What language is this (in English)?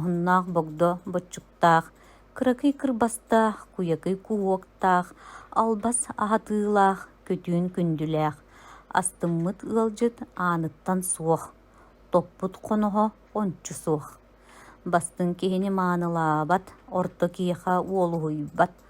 Yakut